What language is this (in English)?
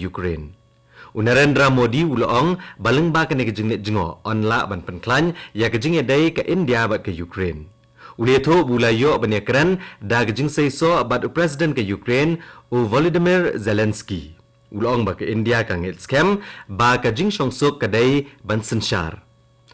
Khasi